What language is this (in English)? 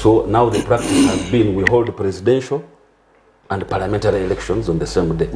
Nyankole